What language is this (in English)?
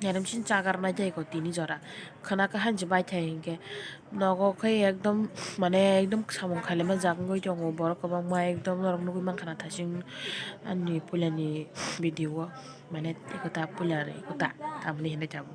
Kok Borok